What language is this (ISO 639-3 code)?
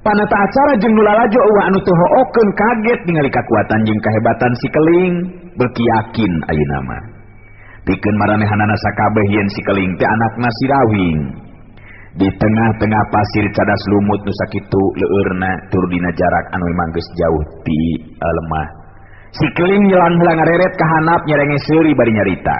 sun